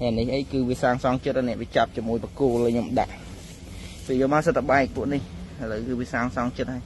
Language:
Khmer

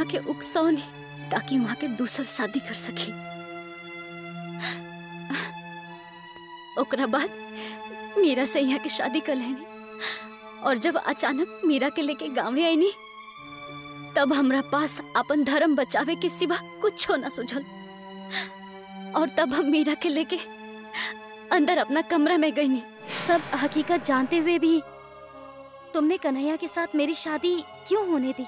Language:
Bhojpuri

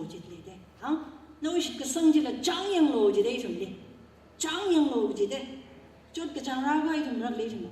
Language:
Tangkhul Naga (India)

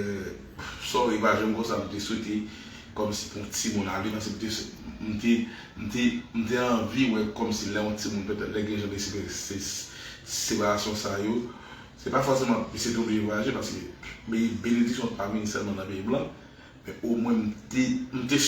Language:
Haitian Creole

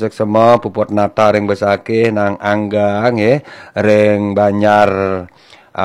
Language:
Balinese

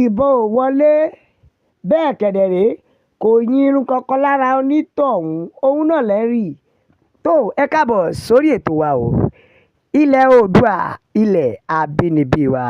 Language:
Yoruba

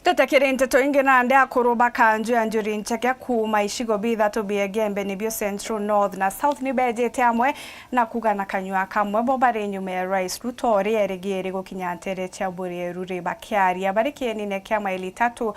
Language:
Meru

